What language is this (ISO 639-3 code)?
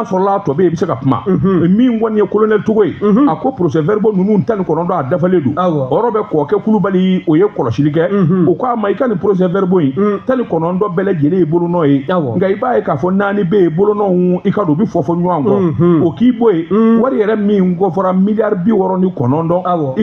bam